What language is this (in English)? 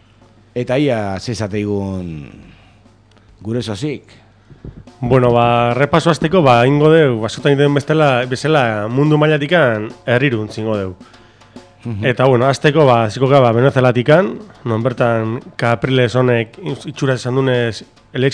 Basque